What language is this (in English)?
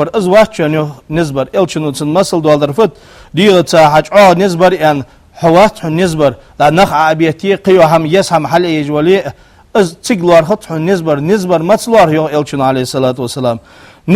Ingush